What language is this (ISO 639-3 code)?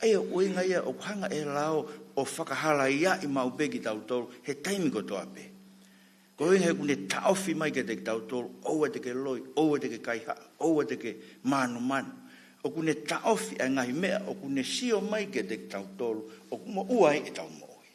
ton